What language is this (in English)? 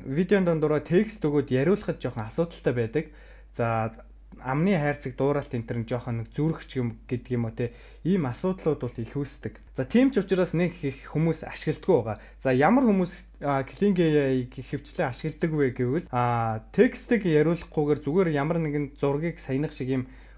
Mongolian